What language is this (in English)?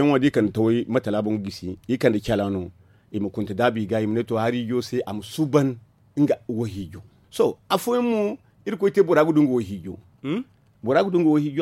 Zarma